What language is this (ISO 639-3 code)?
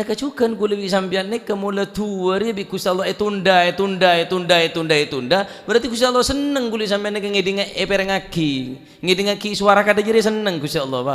mad